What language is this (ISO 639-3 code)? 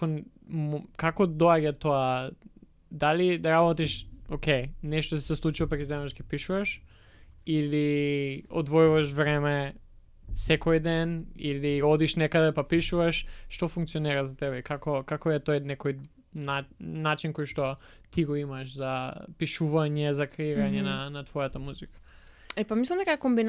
mkd